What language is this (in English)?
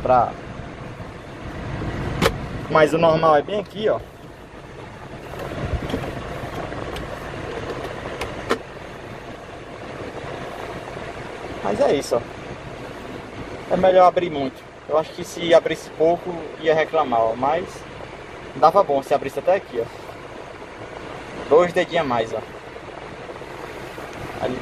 Portuguese